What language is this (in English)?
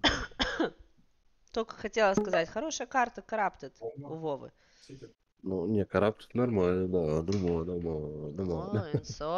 Russian